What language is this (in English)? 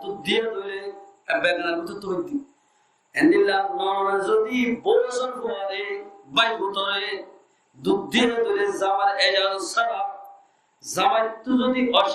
Rohingya